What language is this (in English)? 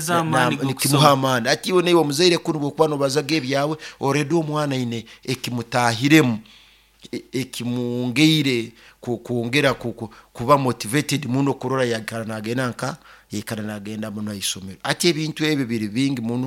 Nyoro